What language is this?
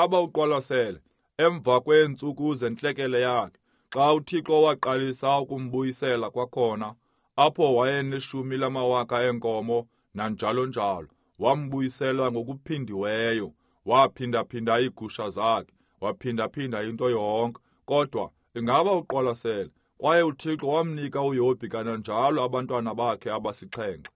Xhosa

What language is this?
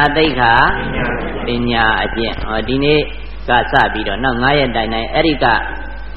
Burmese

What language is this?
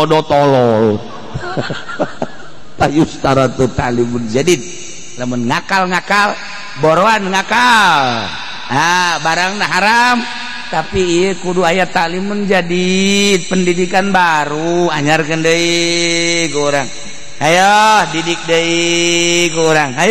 Sundanese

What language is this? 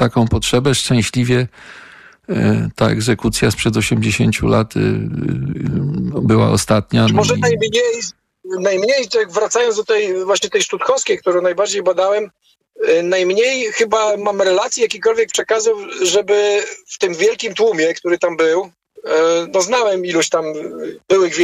Polish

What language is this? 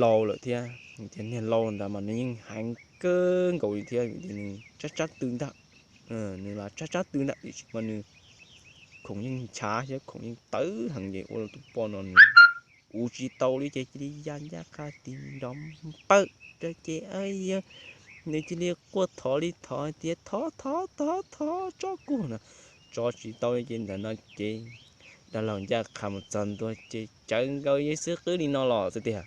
Hmong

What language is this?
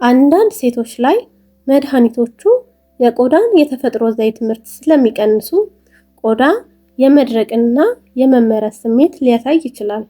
Amharic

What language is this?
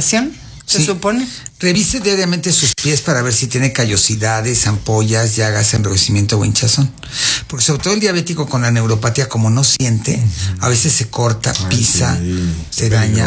Spanish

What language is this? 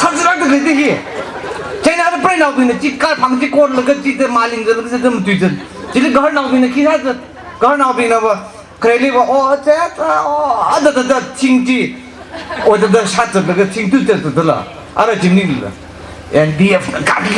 Tangkhul Naga (India)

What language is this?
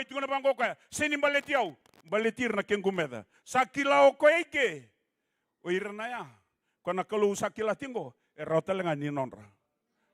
Fijian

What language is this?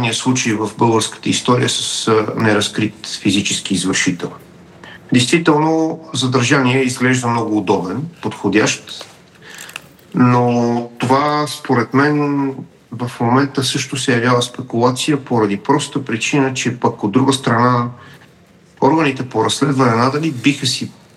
Bulgarian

